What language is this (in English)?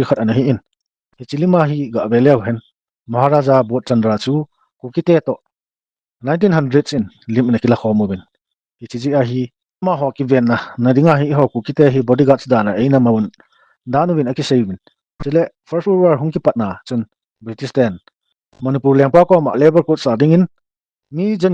Thado Chin